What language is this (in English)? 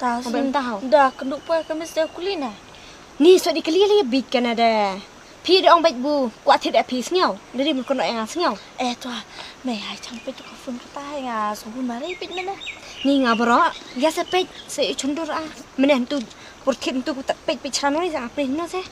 Khasi